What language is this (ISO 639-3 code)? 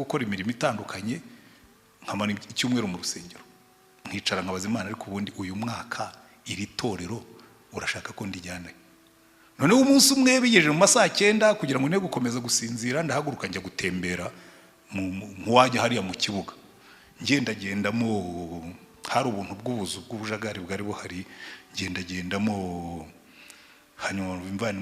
kin